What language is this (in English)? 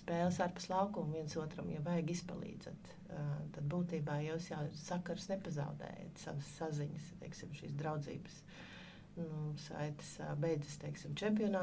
Latvian